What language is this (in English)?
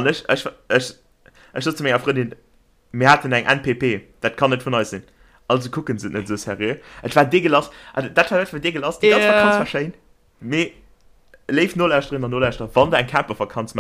Luxembourgish